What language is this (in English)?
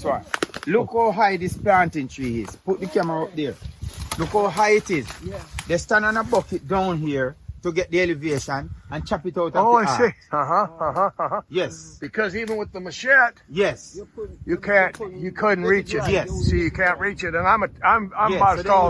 Jamaican Creole English